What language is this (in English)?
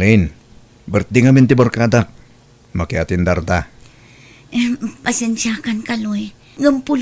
Iloko